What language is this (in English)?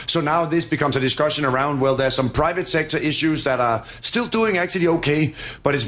English